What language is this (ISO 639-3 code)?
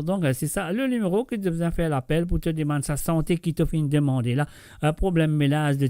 mfe